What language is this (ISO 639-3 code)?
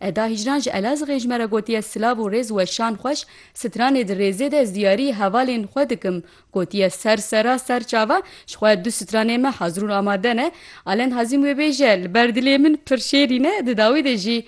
kur